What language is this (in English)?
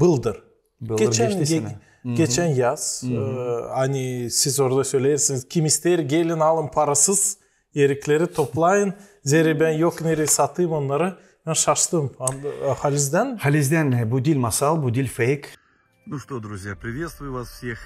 Gagauz